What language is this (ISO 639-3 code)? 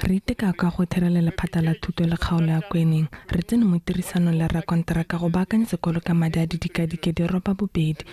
tsn